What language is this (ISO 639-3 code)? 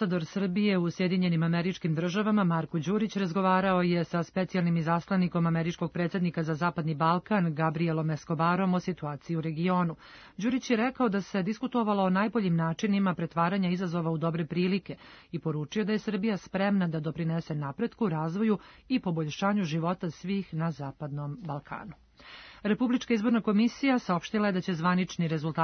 srp